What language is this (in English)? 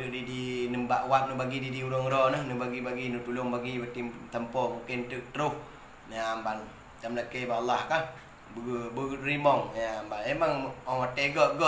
Achinese